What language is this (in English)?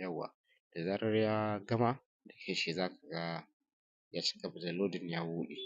Hausa